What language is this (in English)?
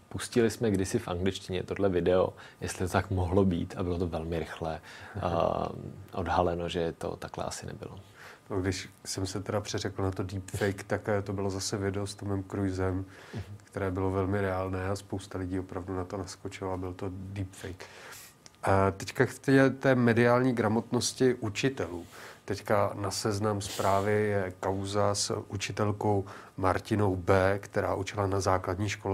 Czech